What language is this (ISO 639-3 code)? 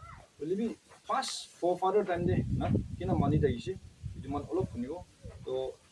nag